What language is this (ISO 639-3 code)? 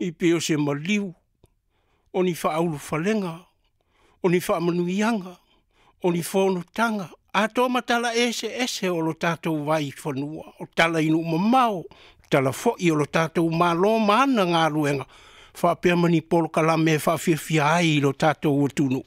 smo